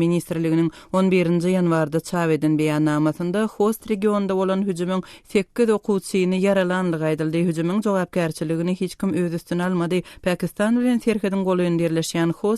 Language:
Turkmen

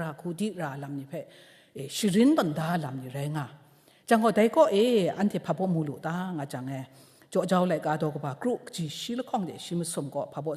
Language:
Kachin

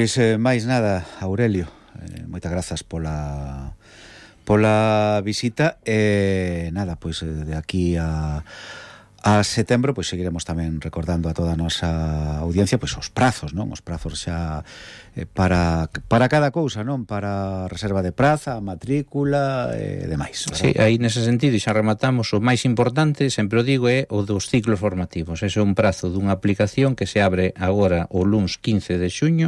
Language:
Galician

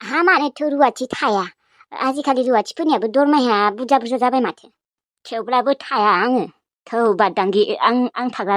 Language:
Bodo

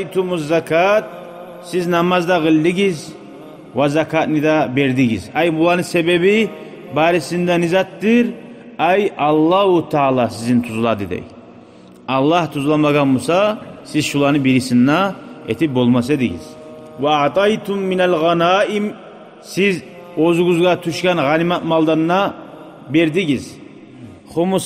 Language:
Kumyk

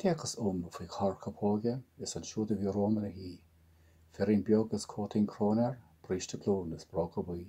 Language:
Irish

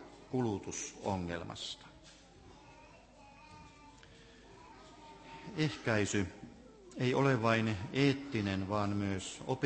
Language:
Finnish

